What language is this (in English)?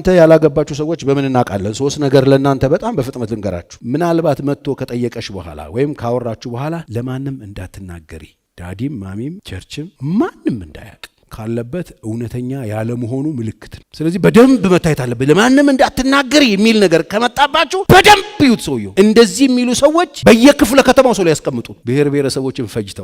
Amharic